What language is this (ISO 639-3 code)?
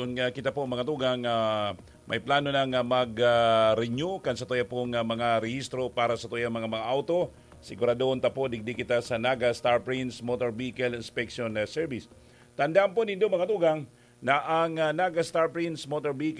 bik